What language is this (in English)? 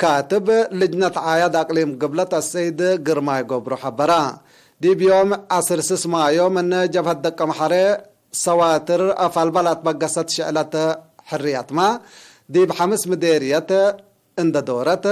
Tigre